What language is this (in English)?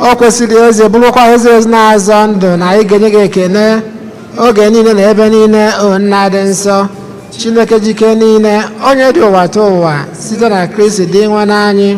Igbo